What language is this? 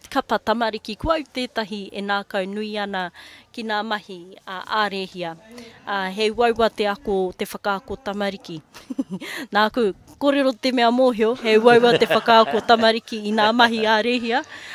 Māori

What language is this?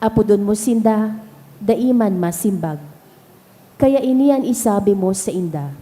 Bikol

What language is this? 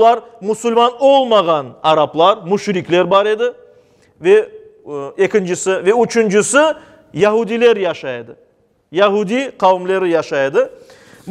Crimean Tatar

